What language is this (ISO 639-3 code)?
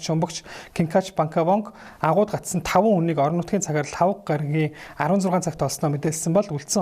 mon